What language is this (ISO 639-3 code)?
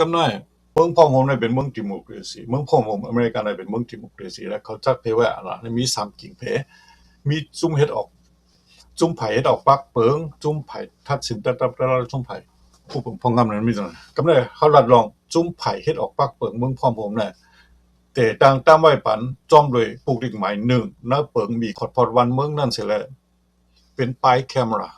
shn